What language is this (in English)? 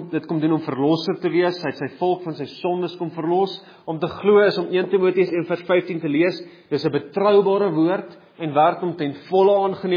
Afrikaans